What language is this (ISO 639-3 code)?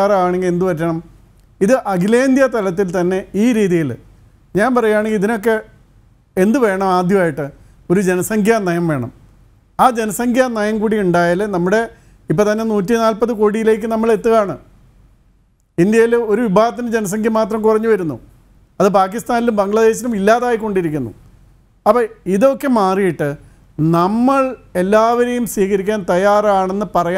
mal